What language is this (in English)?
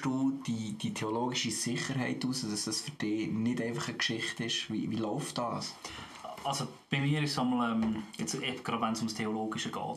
Swiss German